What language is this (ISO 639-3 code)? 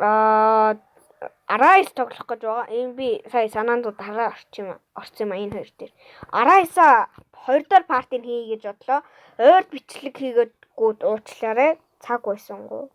mon